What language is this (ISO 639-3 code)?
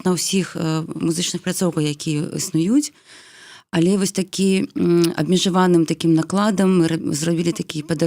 bel